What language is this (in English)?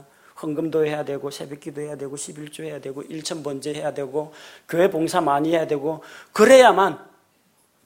Korean